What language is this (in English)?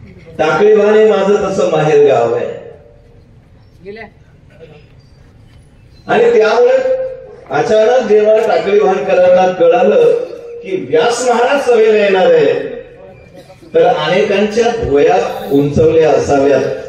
Marathi